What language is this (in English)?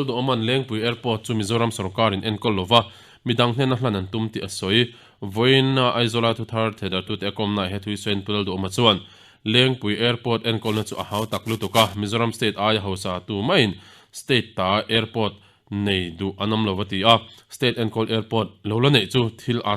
Mizo